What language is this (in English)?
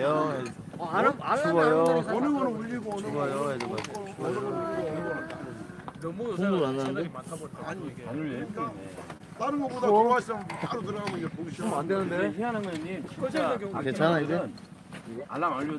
Korean